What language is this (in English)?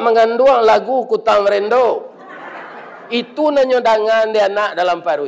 Minangkabau